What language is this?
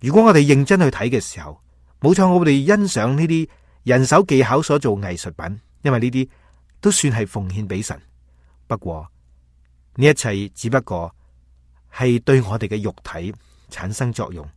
Cantonese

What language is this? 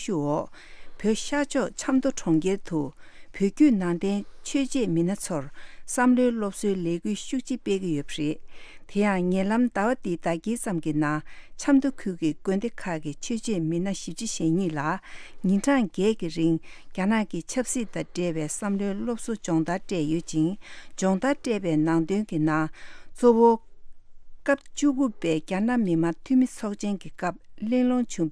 Tibetan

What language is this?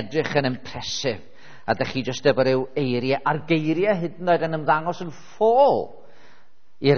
Welsh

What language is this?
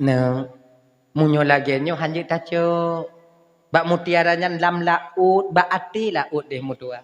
Achinese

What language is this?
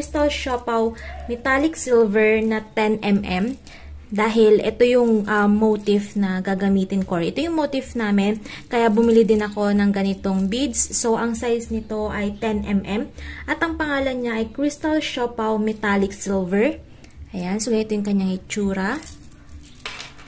Filipino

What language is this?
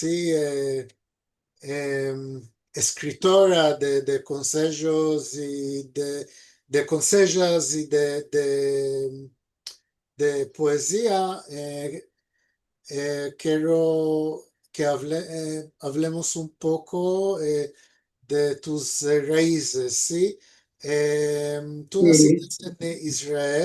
Ladino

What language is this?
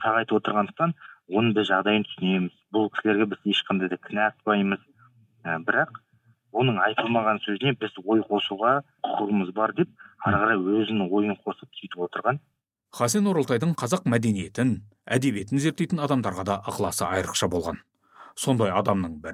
Kazakh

